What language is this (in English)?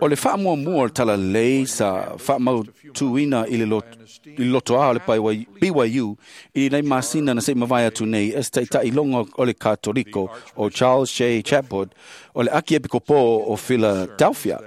Samoan